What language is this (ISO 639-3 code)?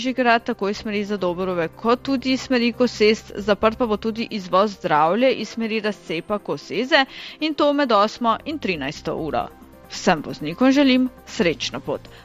slv